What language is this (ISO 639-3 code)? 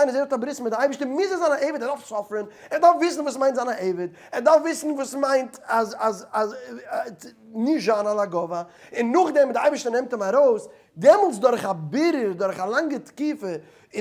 yid